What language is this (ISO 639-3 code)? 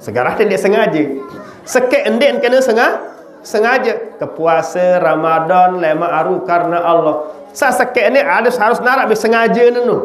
sas